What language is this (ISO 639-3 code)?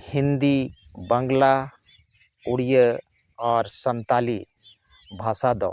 sat